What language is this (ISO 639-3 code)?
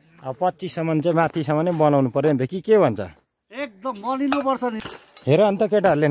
nep